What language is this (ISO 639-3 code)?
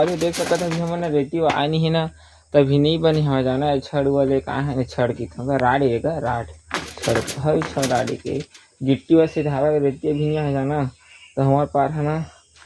hne